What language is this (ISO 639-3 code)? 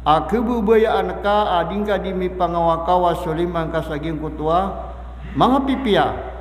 mrw